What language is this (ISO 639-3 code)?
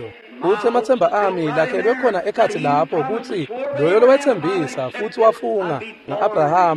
ssw